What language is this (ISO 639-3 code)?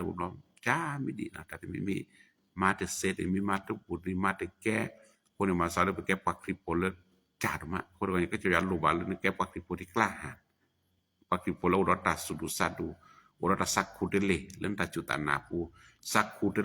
ksw